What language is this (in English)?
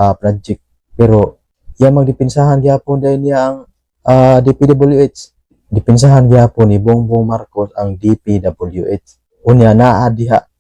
Cebuano